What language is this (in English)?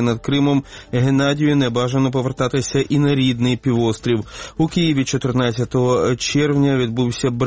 Ukrainian